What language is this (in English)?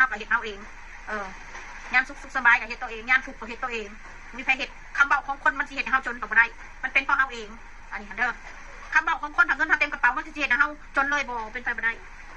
Northeastern Thai